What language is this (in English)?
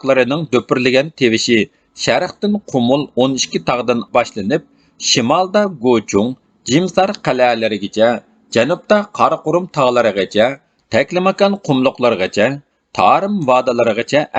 Uyghur